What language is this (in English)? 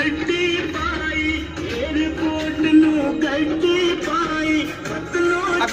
Pahari-Potwari